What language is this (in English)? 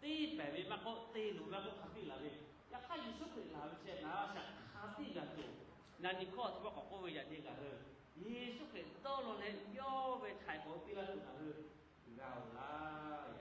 Lahu